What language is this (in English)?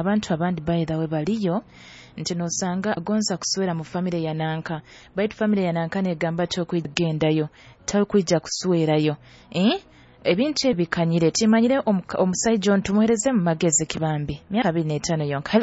Nyoro